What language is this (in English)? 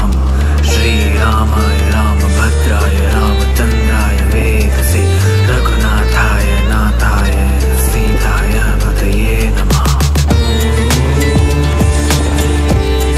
Bangla